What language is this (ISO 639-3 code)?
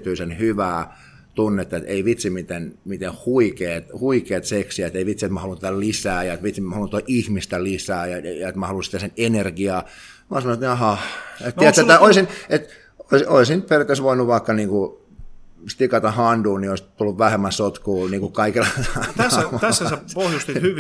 fin